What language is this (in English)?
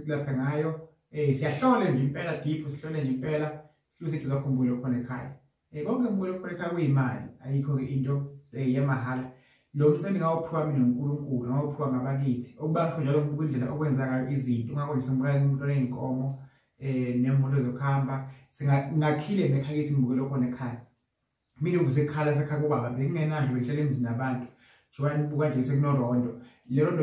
Zulu